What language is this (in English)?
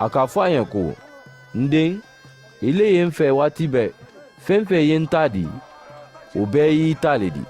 Mandingo